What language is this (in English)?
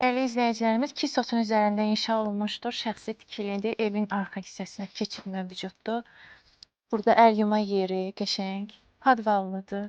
Azerbaijani